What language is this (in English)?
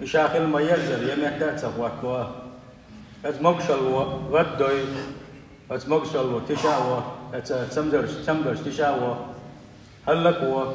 Chechen